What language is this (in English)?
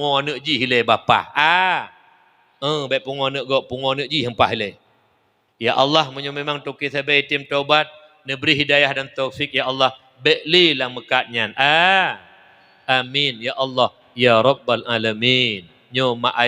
Achinese